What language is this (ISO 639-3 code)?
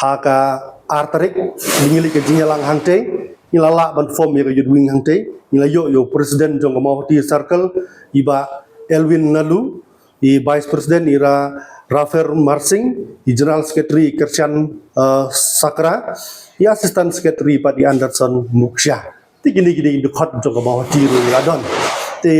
kha